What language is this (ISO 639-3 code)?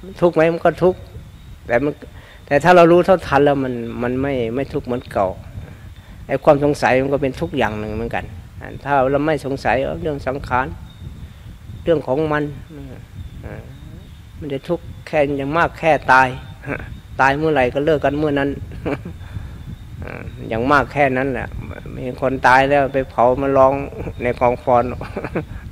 tha